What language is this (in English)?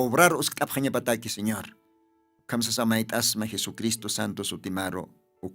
Aymara